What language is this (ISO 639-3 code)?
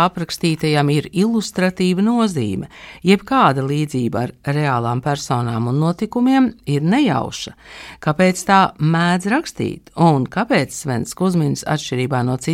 lav